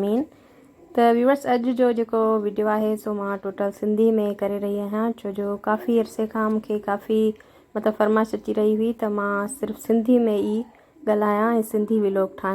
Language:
Sindhi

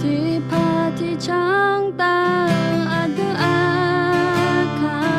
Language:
Akha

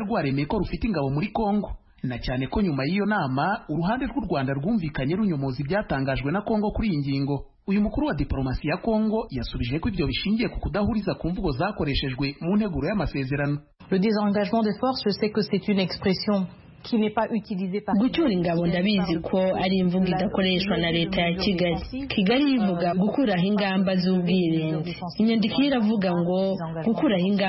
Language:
Kinyarwanda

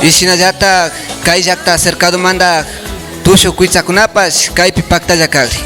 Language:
Imbabura Highland Quichua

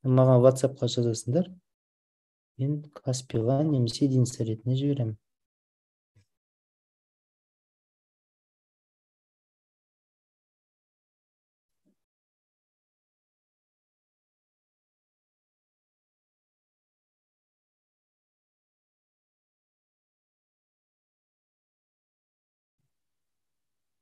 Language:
Kazakh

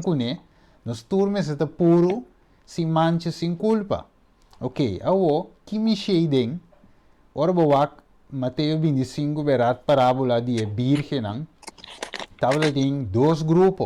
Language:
Papiamento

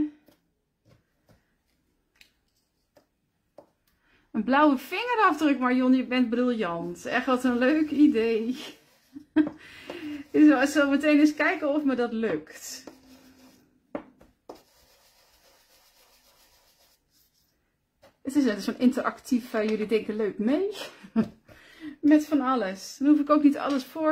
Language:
Dutch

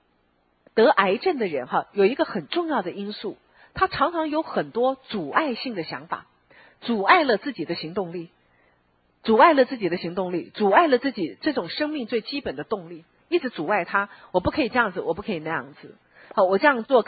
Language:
Chinese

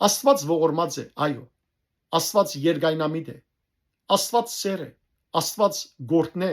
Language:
Western Armenian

